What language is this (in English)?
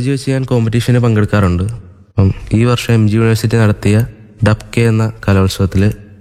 Malayalam